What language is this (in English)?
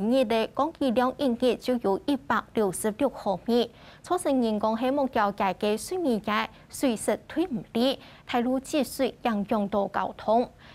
Hakka Chinese